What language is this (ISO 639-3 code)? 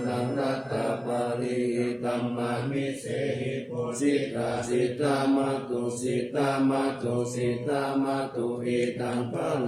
pli